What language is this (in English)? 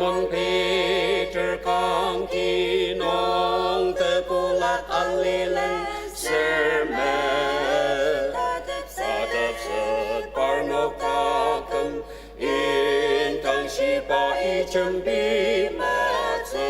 Ao Naga